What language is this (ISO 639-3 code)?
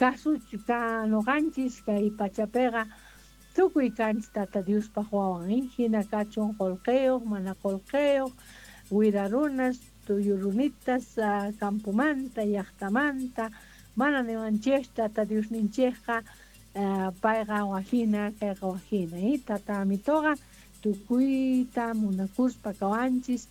que